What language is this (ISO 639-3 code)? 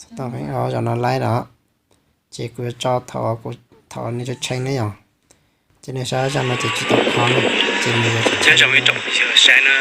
hmn